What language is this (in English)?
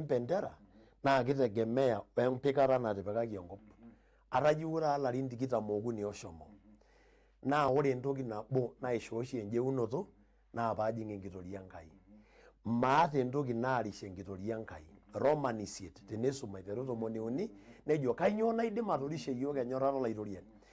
Masai